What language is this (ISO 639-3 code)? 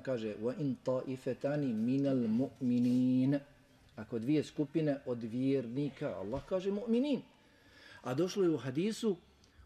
bos